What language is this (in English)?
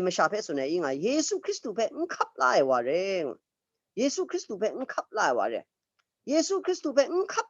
Kachin